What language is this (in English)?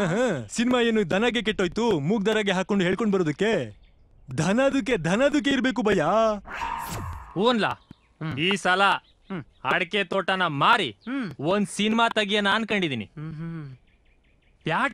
Kannada